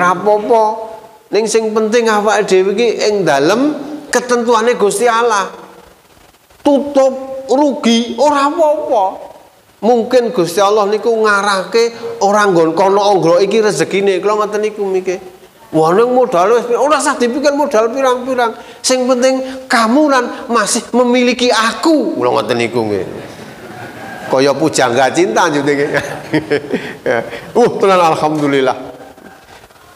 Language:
Javanese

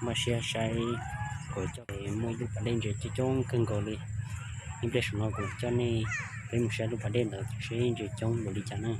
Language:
Hmong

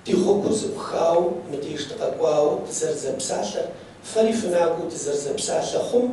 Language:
Kabardian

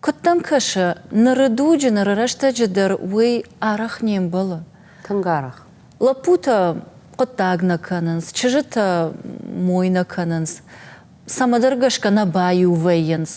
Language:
Ossetic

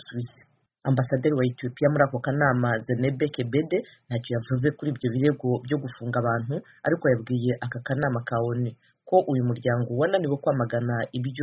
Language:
Kinyarwanda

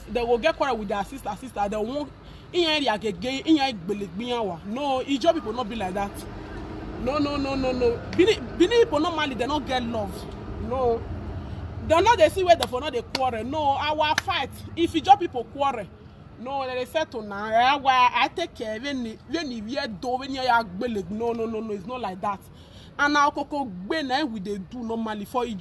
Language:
Nigerian Pidgin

